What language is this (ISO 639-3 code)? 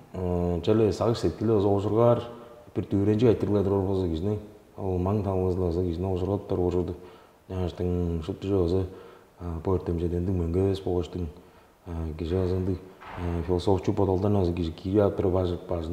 tyv